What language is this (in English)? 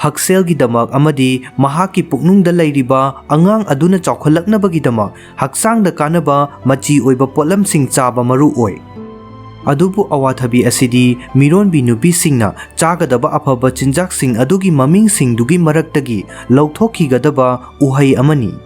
Manipuri